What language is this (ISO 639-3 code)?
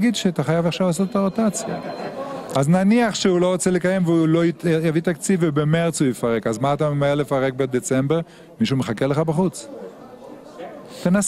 heb